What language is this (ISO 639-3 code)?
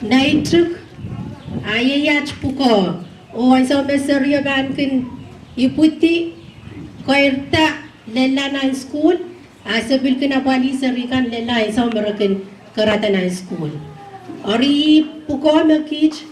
pon